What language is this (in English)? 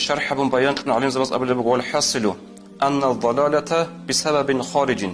Avaric